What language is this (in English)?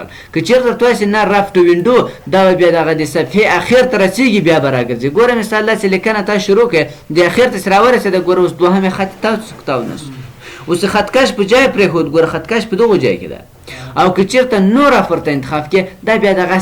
Pashto